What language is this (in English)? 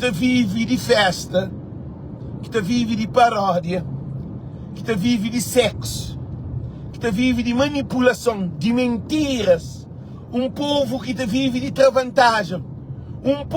Kabuverdianu